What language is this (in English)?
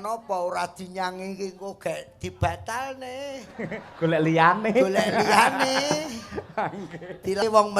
Javanese